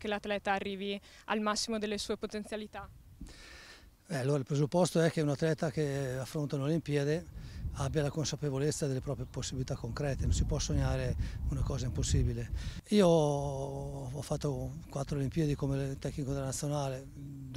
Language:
Italian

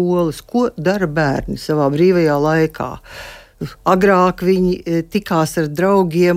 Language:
Latvian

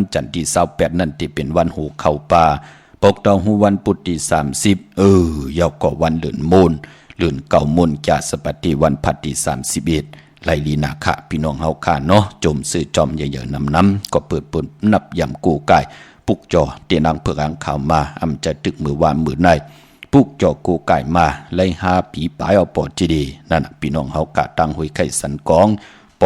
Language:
Shan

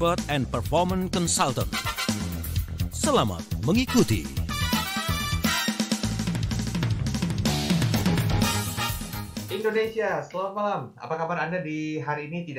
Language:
Indonesian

